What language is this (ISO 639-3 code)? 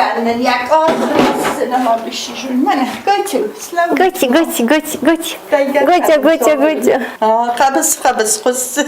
oss